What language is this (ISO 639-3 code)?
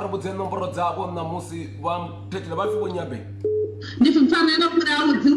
ven